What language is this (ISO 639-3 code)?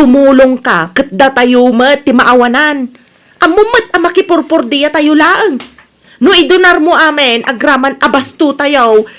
ilo